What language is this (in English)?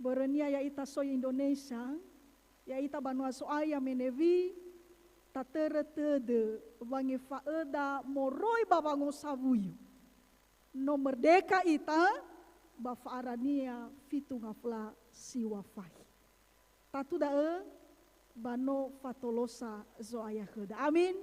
Nias